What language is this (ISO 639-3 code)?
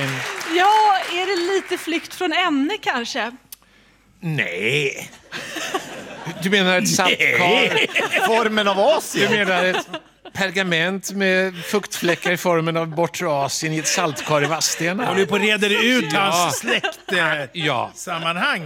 swe